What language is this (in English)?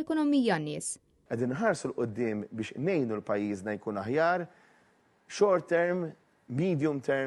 Maltese